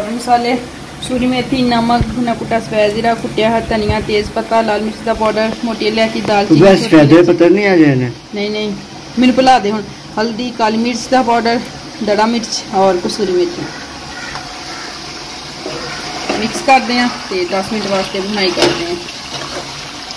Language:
Hindi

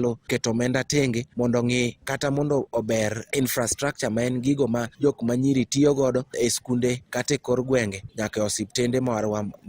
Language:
Luo (Kenya and Tanzania)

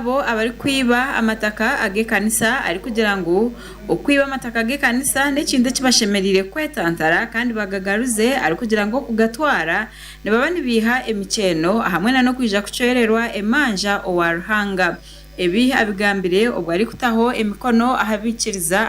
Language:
Nyankole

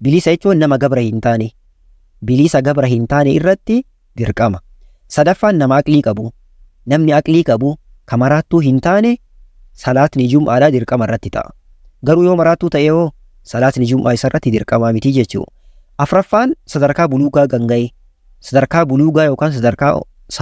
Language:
Oromo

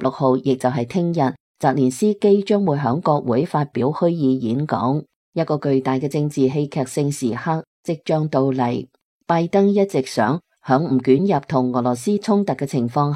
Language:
Cantonese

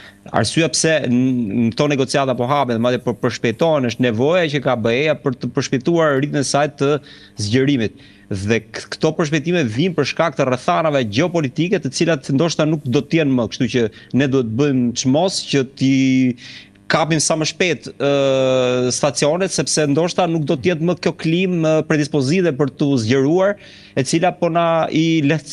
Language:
Albanian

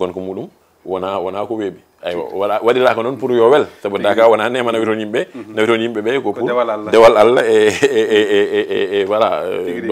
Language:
Fula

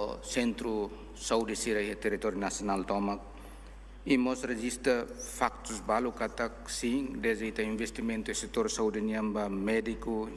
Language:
Tetum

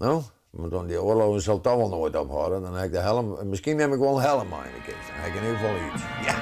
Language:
Western Frisian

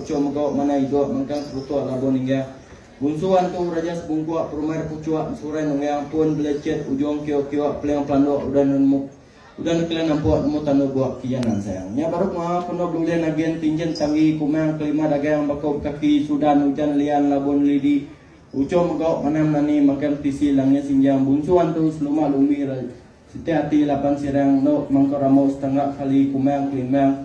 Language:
Iban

